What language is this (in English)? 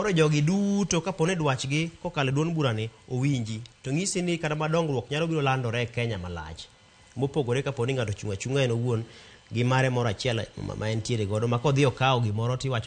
Luo (Kenya and Tanzania)